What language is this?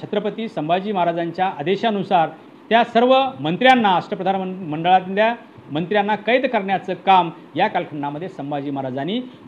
Marathi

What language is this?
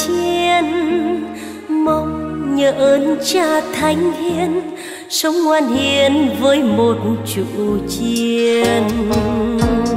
Vietnamese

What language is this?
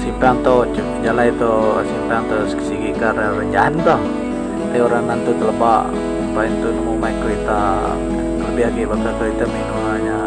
Iban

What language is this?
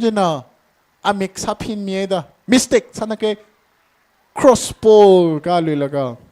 Tangkhul Naga (India)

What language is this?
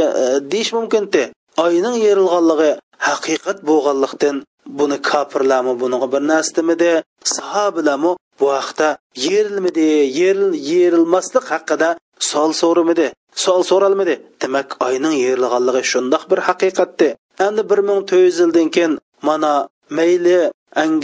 Uyghur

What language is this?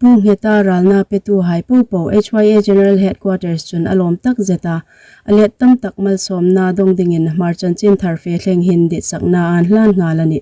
Hmar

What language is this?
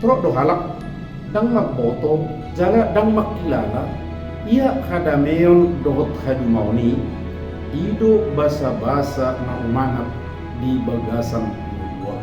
Batak Toba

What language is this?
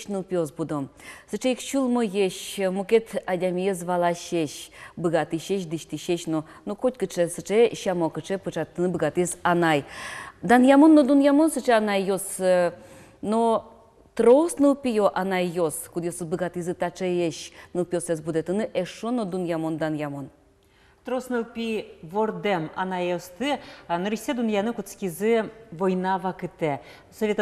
Udmurt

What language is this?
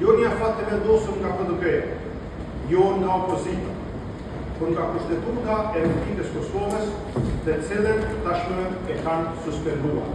Albanian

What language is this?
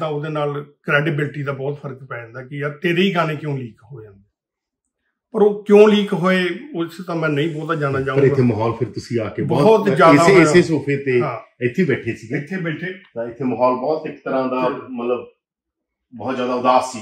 Punjabi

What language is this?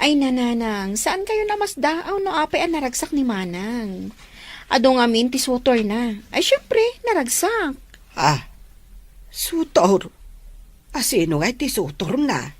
Iloko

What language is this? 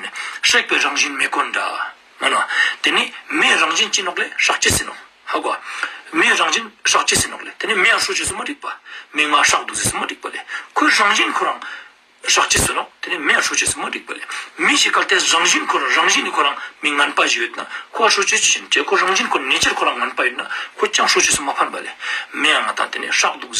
Ladakhi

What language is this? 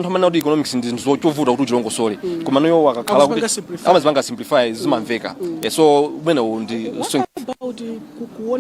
Nyanja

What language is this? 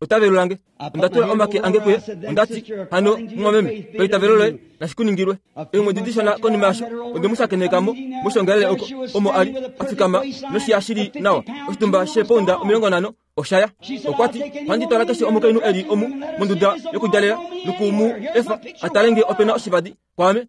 Kuanyama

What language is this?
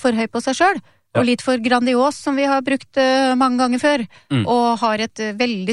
Norwegian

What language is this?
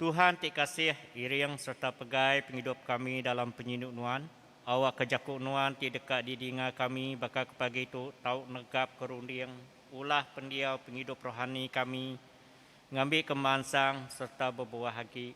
Iban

